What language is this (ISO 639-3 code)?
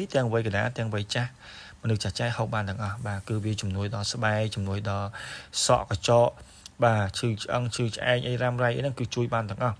khm